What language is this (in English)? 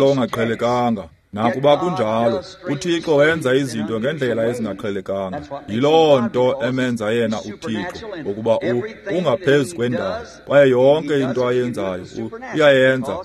Xhosa